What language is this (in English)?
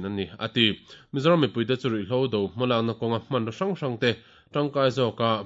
Mizo